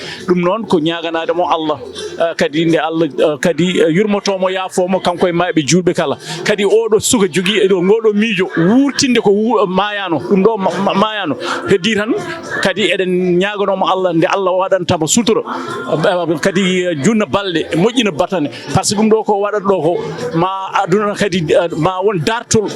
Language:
Fula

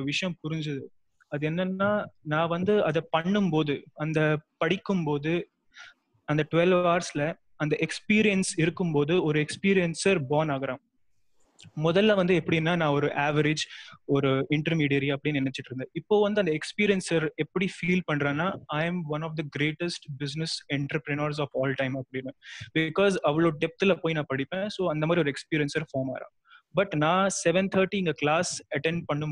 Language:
Tamil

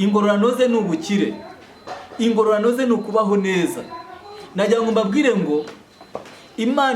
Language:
Kinyarwanda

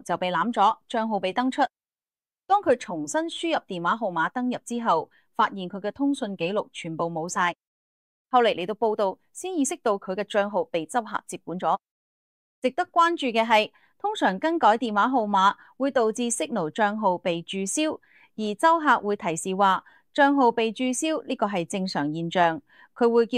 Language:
Cantonese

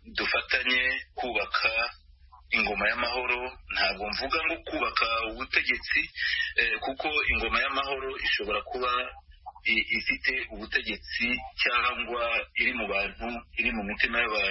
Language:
Kinyarwanda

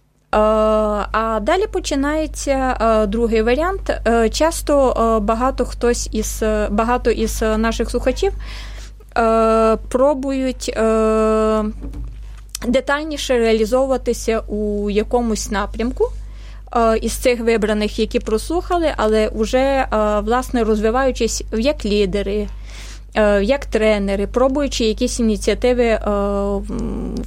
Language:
Ukrainian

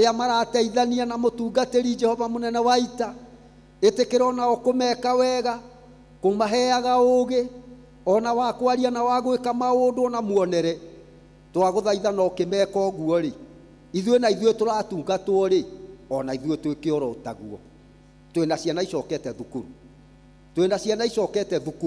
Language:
Kikuyu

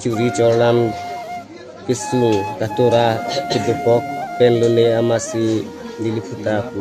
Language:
Karbi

